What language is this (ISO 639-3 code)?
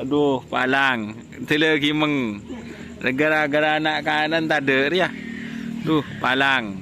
mad